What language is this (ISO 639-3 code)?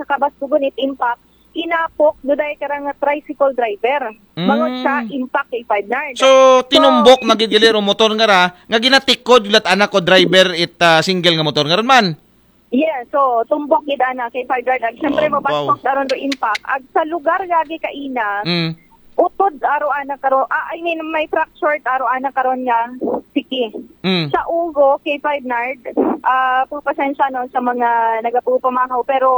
akl